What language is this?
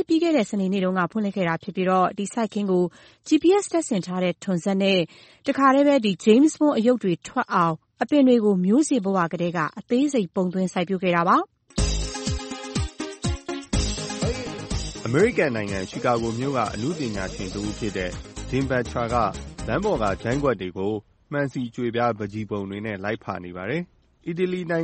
Burmese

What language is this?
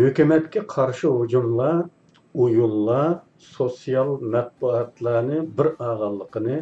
Uyghur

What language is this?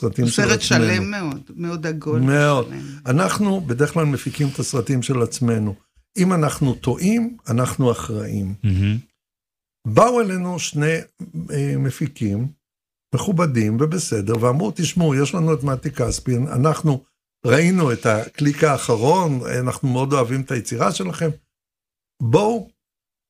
Hebrew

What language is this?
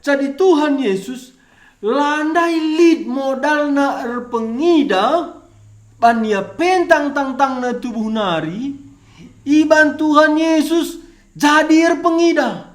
Batak Karo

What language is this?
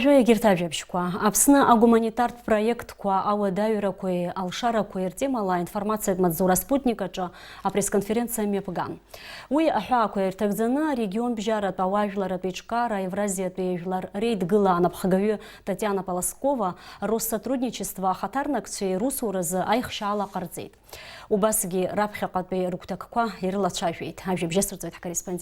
Abkhazian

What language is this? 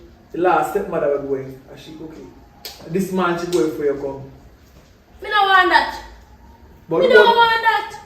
Jamaican Creole English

